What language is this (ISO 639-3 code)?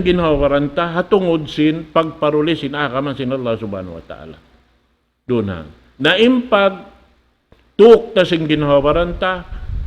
tsg